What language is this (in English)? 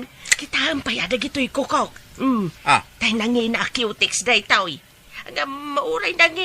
Iloko